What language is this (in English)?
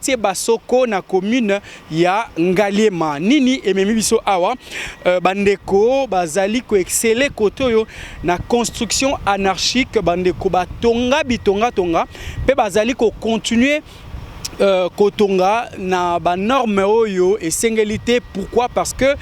Lingala